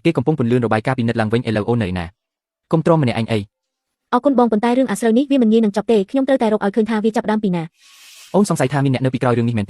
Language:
Khmer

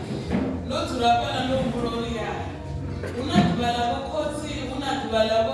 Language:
Venda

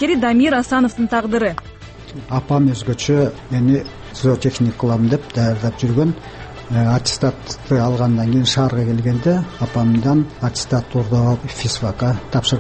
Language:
Kyrgyz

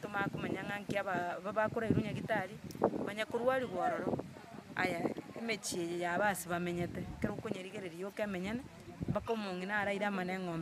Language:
Gusii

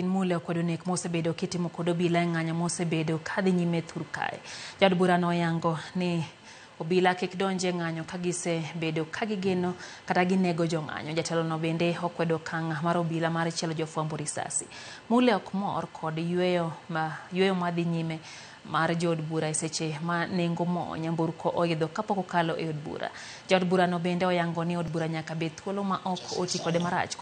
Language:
Luo (Kenya and Tanzania)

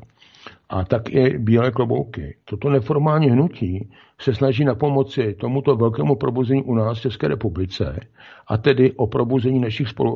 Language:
Czech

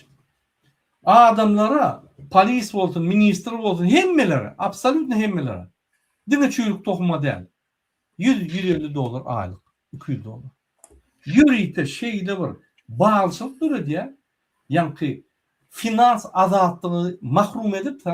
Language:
Turkmen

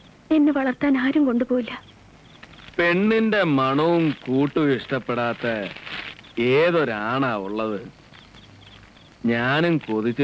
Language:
Malayalam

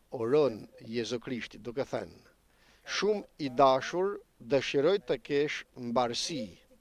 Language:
Albanian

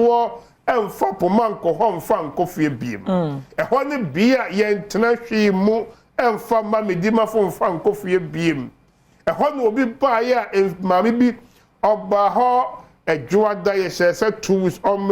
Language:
Akan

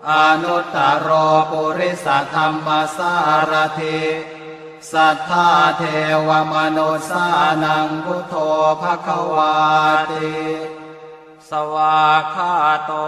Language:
Pali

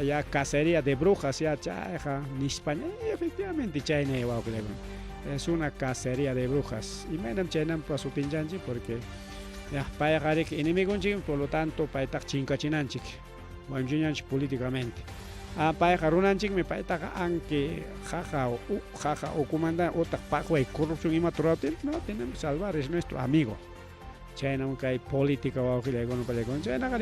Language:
Ayacucho Quechua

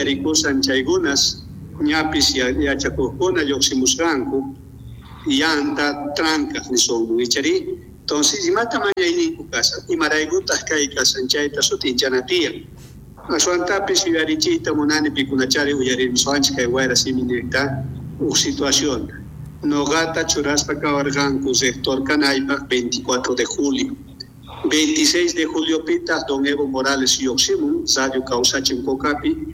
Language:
South Bolivian Quechua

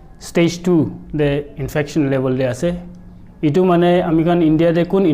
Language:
Naga Pidgin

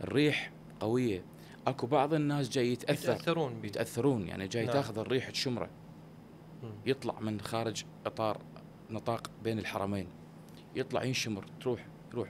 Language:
Mesopotamian Arabic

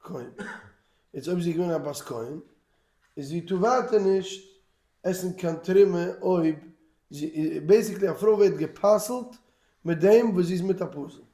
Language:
Yiddish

